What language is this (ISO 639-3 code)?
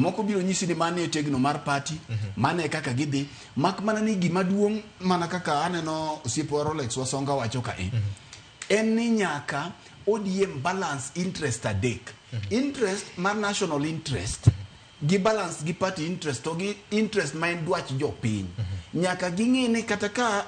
luo